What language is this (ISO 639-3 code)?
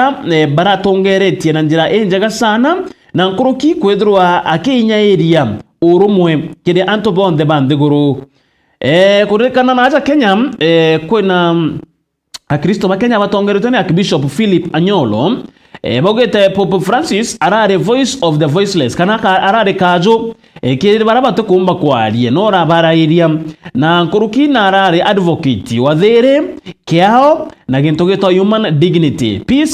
mer